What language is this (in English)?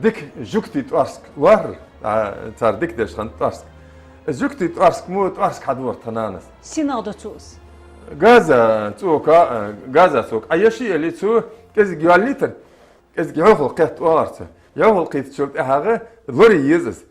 Ingush